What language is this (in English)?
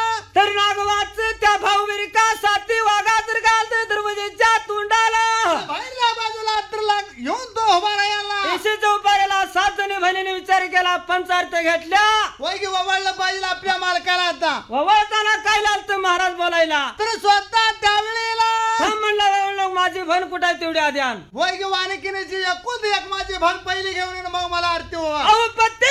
Marathi